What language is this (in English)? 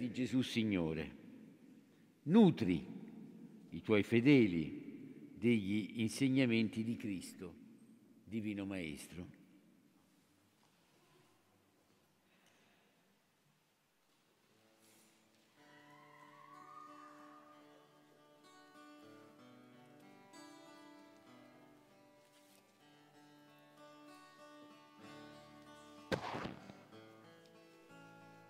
Italian